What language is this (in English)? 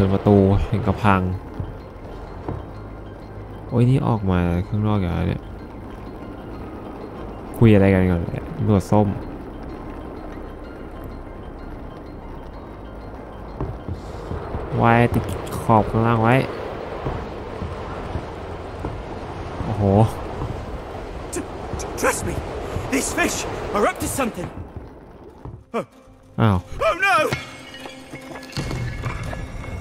Thai